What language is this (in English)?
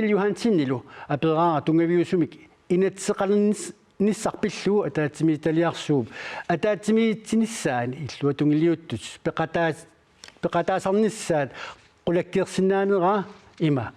Kalaallisut